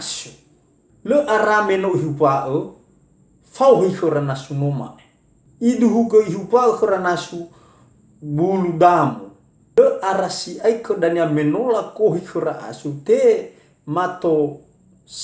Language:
Nias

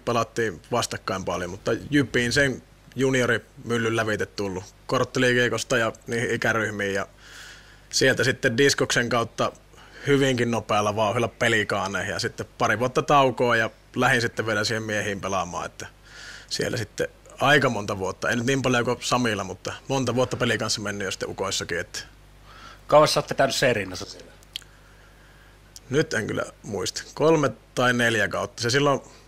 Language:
Finnish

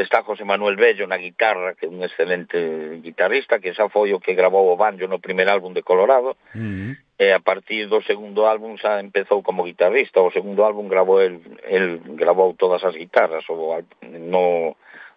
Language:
Galician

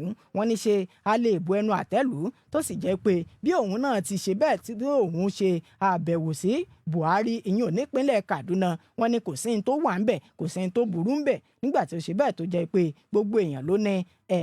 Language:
Yoruba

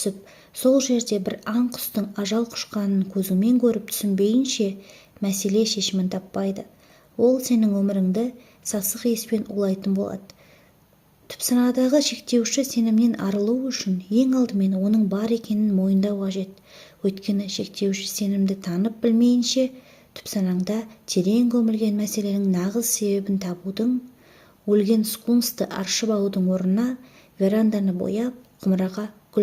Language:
Kazakh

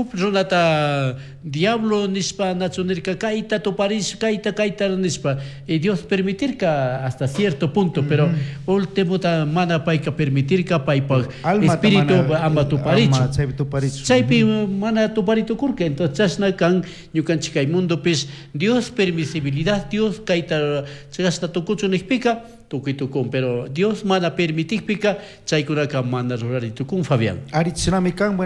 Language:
Chimborazo Highland Quichua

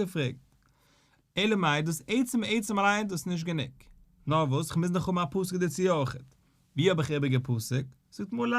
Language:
Yiddish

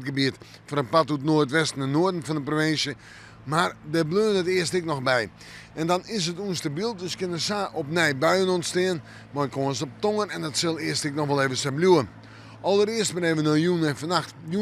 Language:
Western Frisian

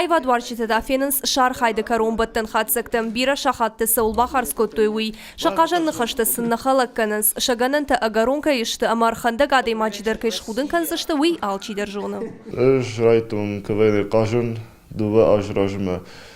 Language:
Ossetic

